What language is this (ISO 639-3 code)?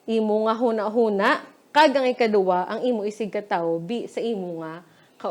hil